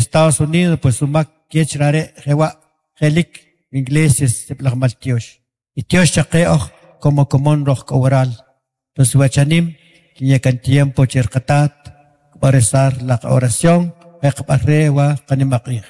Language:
Kʼicheʼ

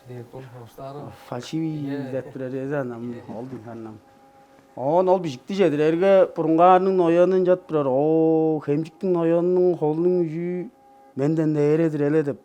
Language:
Tuvinian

